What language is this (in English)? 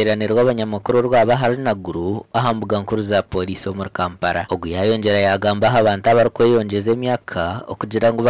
Nyankole